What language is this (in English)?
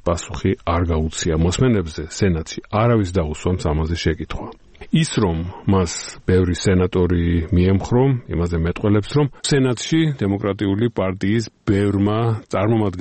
Georgian